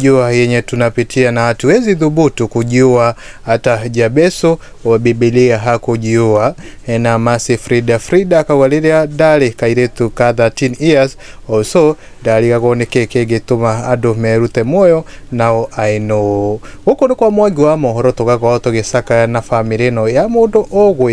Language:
Kikuyu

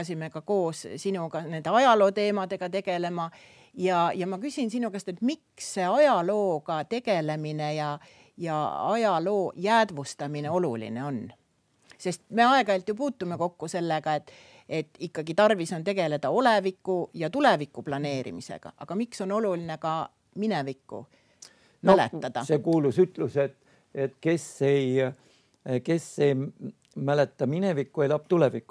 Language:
Estonian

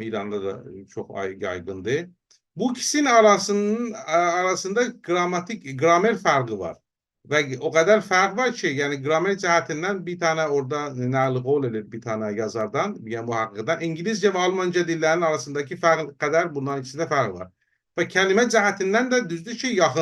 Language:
South Azerbaijani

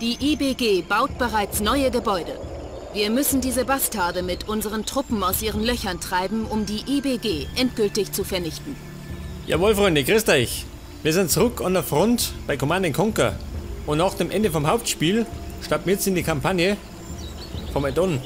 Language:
Bavarian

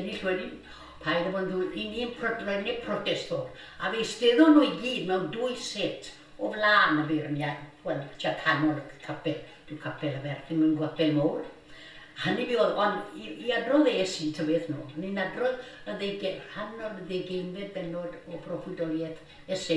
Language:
Welsh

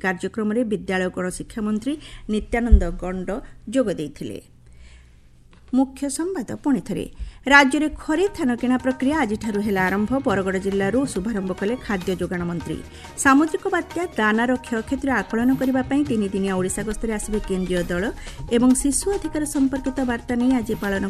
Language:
Odia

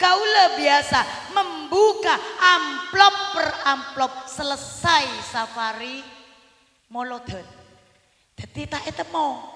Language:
Madurese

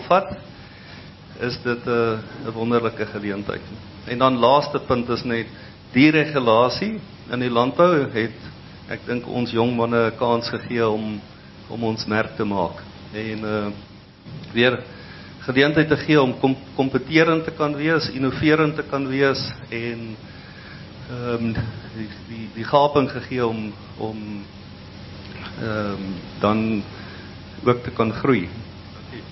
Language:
Afrikaans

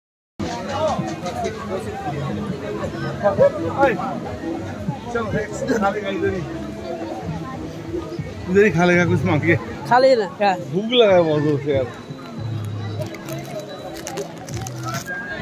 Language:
Hindi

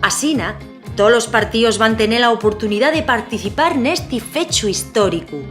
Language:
Asturian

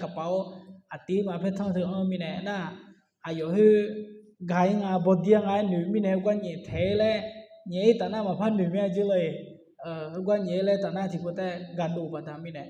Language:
Akha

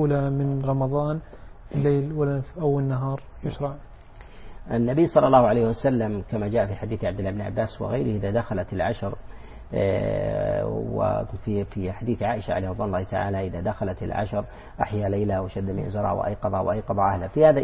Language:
Arabic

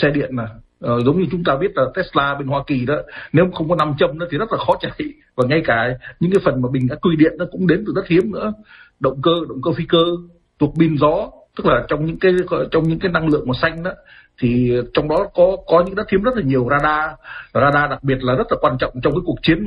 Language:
Vietnamese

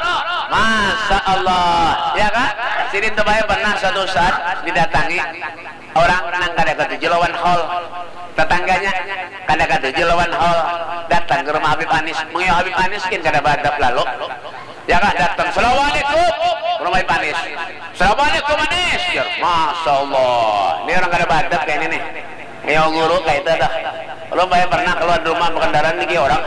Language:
Banjar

